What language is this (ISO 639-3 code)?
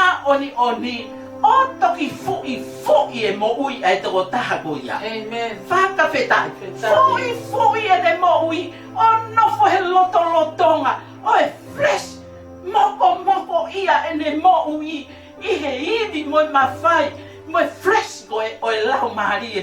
ton